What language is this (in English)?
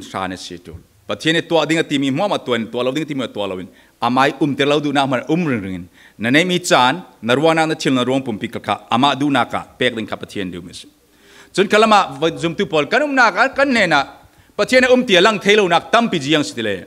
Falam Chin